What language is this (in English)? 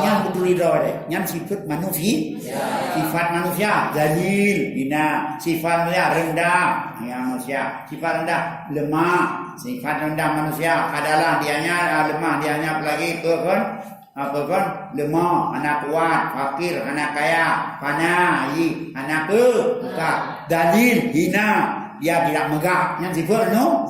Achinese